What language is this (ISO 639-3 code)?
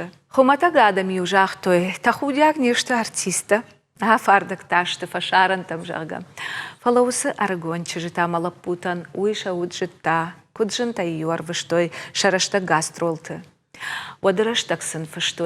oss